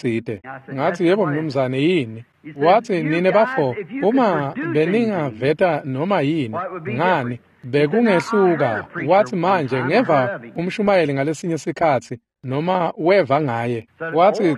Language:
Swati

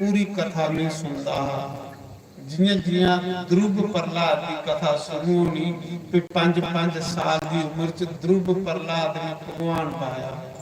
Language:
Dogri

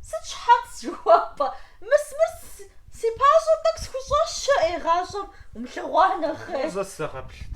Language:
Kabardian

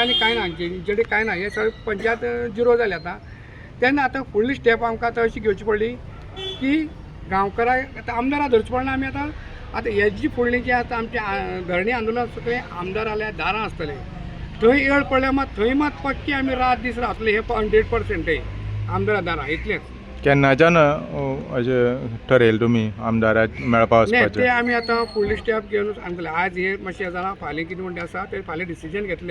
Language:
Konkani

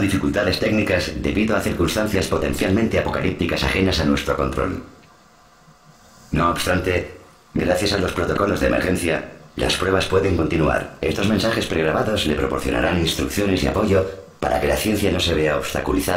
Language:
Spanish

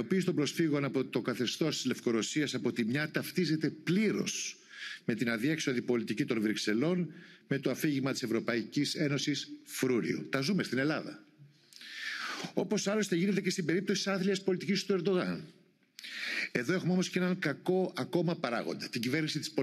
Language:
Greek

